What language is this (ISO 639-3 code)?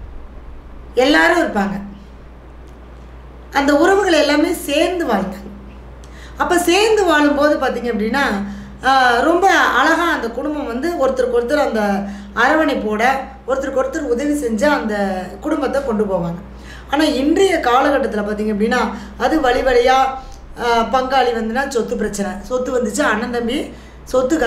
tam